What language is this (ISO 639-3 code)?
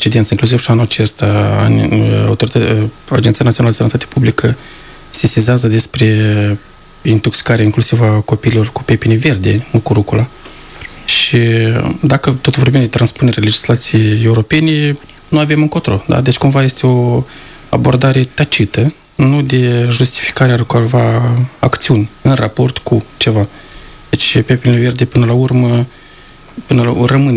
ron